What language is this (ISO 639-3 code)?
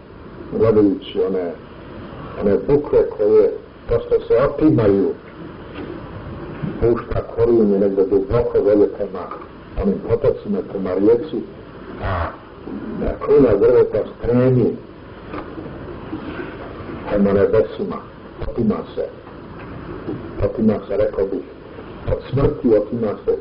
bos